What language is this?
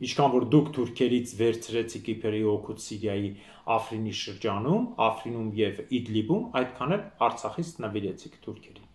Armenian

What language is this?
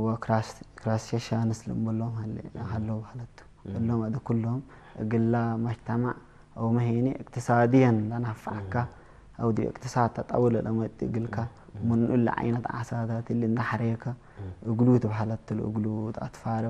Tigre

